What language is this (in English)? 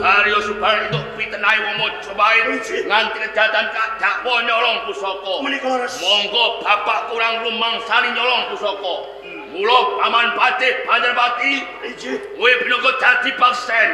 Javanese